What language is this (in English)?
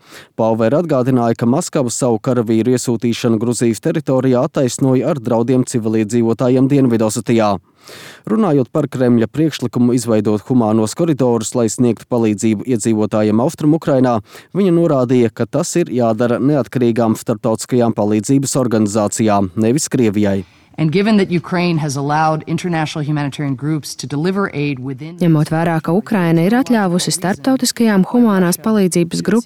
Latvian